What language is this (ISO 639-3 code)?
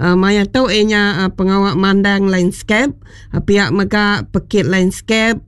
iba